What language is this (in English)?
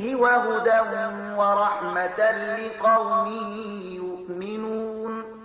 Pashto